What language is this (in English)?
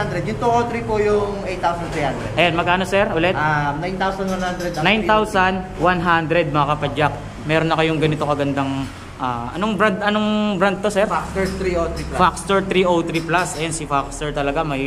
Filipino